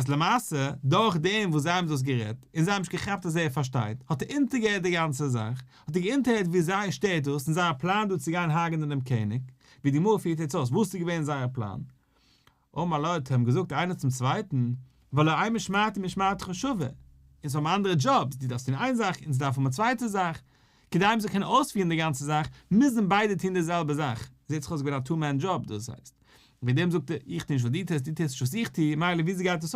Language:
Yiddish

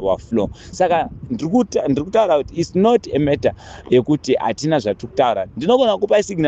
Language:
Shona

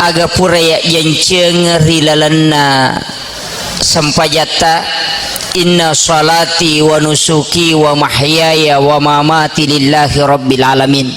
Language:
Buginese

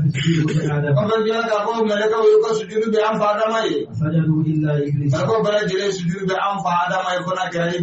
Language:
Bambara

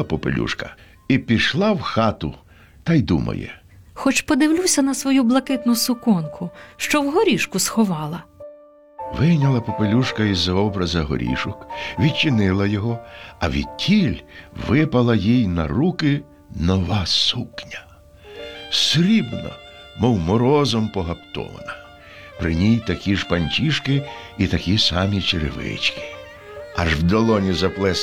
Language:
Ukrainian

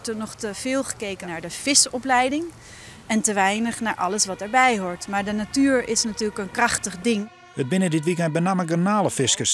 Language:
Western Frisian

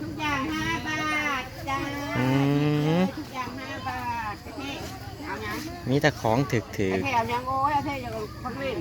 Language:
Northeastern Thai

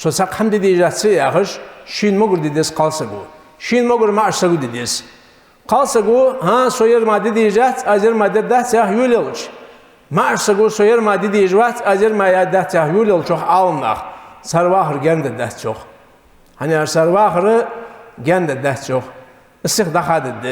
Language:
Ingush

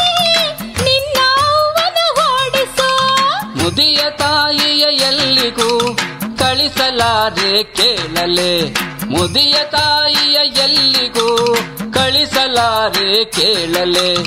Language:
Kannada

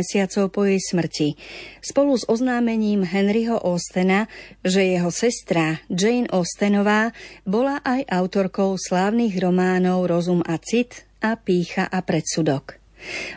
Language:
Slovak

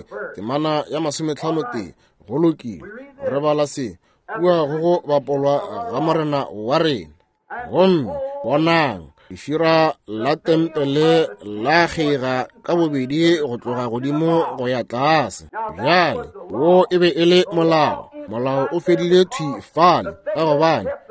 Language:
Northern Sotho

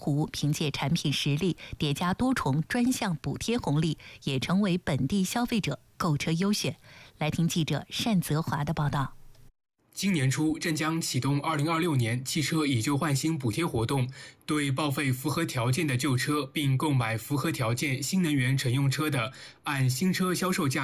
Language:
Chinese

